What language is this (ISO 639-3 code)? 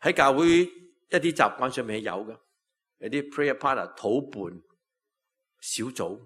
yue